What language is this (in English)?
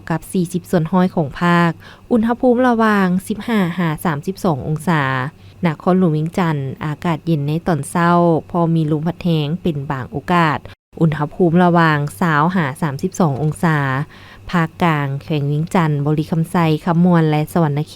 Lao